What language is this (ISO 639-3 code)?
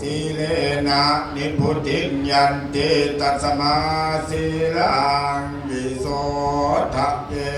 pli